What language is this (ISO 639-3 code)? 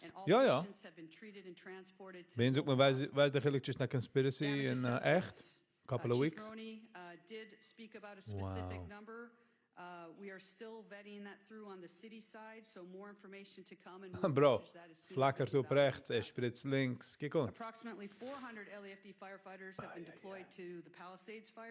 yid